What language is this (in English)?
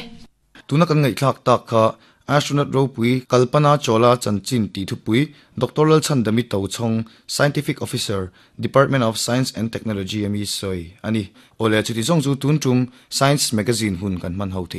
Mizo